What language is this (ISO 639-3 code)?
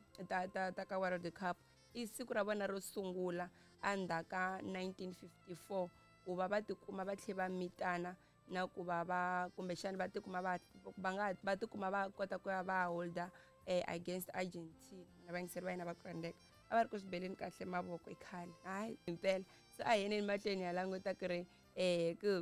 tso